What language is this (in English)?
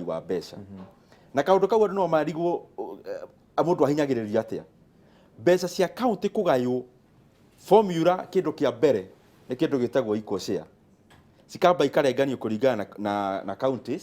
Kikuyu